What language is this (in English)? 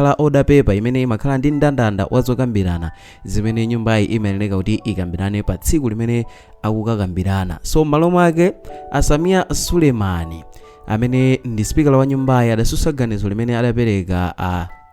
Nyanja